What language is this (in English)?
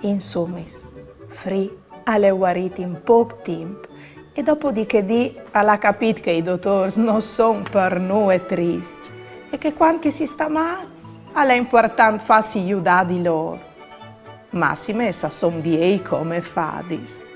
Friulian